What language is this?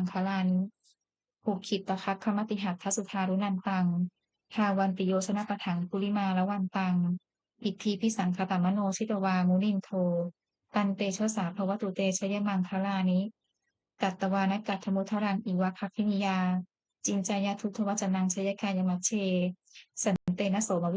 Pali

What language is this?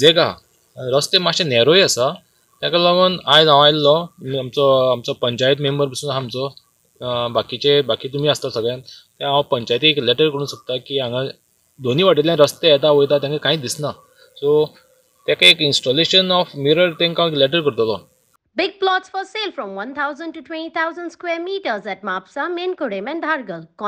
Konkani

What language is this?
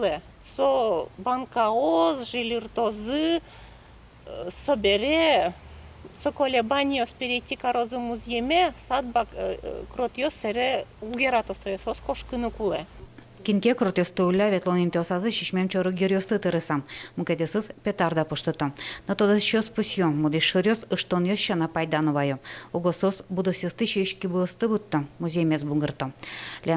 Udmurt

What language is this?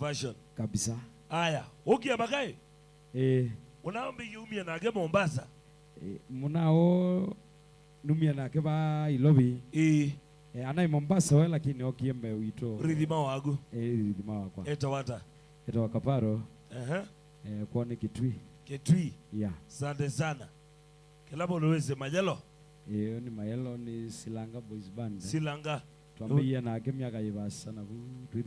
Kamba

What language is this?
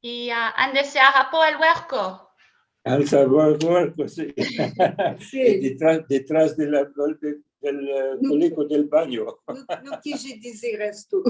Ladino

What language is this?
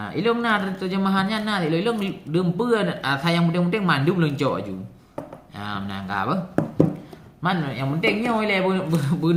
Achinese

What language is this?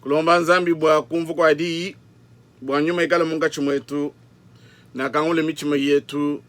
Luba-Lulua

